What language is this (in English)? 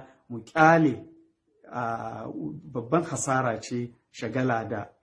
Hausa